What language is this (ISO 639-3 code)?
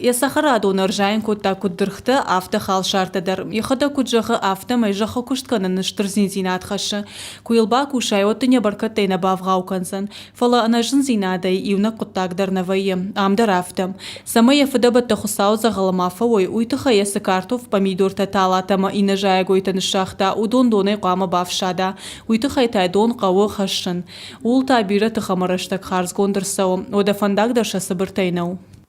oss